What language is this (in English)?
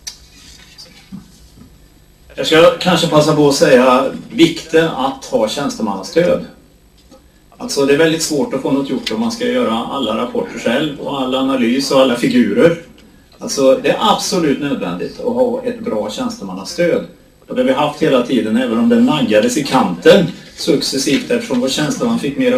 Swedish